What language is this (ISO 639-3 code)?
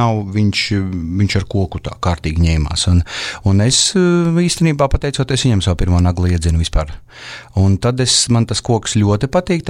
lav